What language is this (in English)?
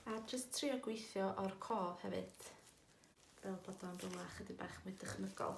Welsh